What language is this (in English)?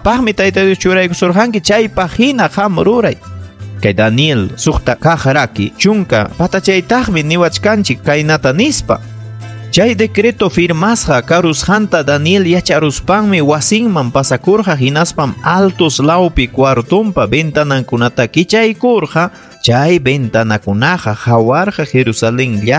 Ayacucho Quechua